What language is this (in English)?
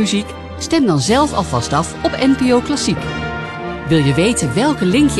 Dutch